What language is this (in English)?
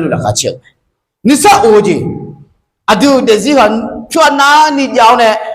Akha